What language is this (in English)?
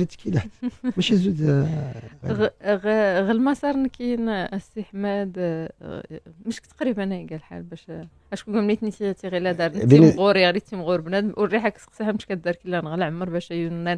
Moroccan Arabic